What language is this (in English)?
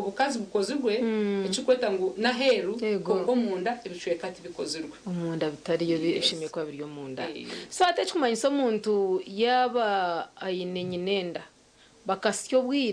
Nyankole